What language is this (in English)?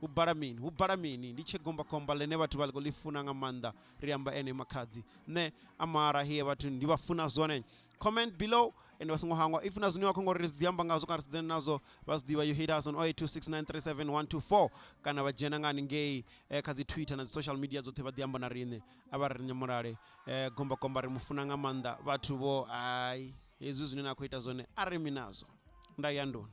Venda